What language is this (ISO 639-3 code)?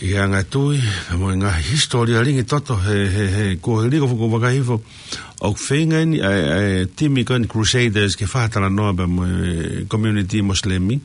ton